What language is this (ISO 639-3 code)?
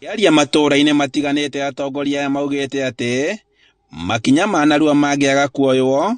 kik